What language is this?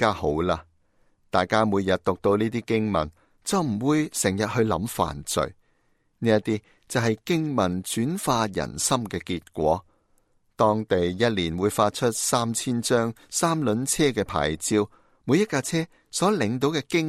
Cantonese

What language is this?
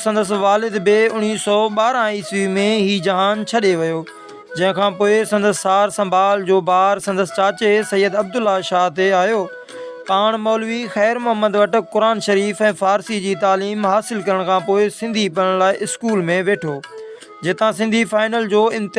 Sindhi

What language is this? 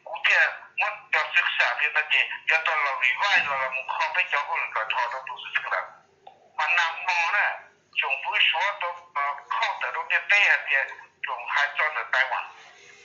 Hmong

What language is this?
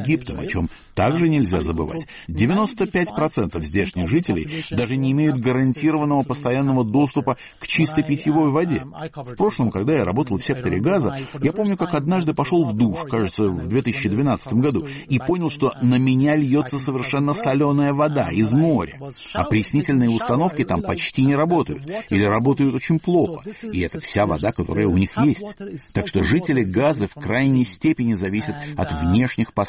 Russian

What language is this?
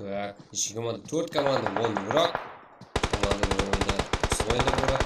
Kara-Kalpak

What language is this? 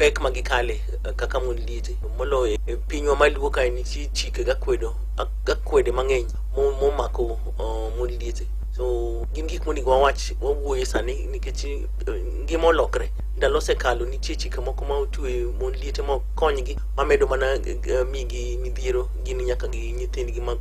Luo (Kenya and Tanzania)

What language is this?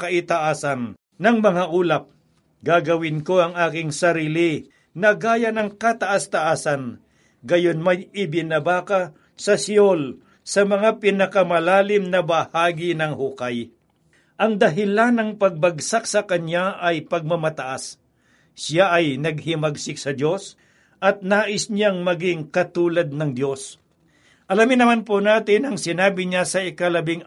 Filipino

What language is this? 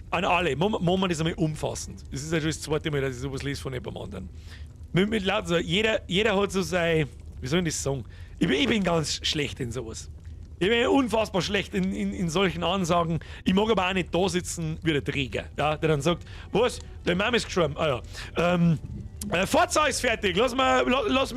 Bavarian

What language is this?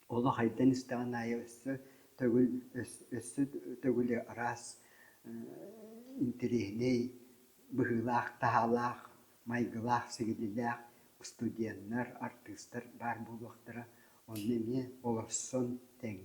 Yakut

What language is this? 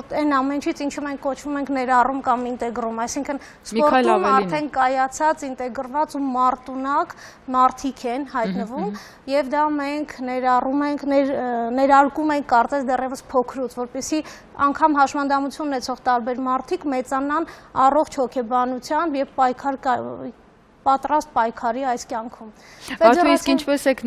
Armenian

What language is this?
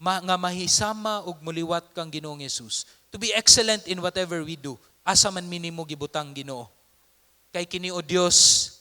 Cebuano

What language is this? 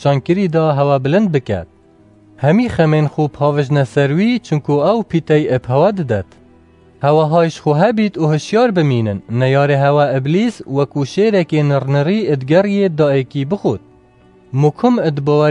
Kurdish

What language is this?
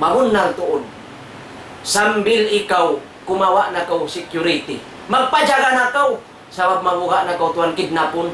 Tausug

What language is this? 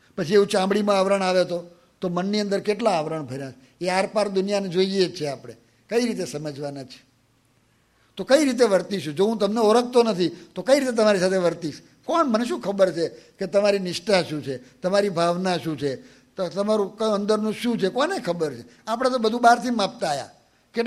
Gujarati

